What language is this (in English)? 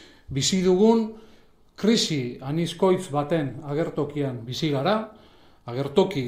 Basque